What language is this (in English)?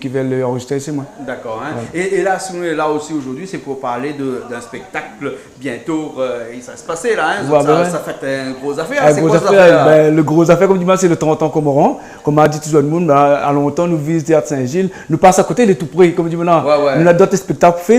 Réunion Creole French